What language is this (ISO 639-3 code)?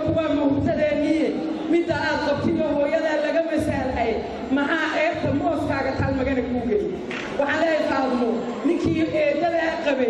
som